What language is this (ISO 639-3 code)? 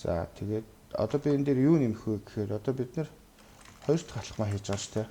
mon